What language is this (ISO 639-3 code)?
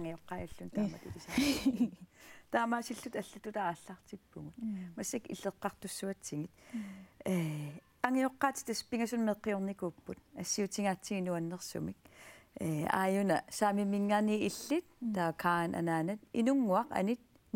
kal